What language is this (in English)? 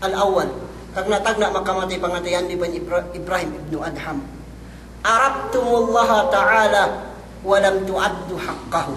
Yakan